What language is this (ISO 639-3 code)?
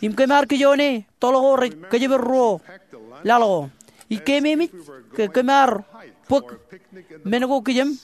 mah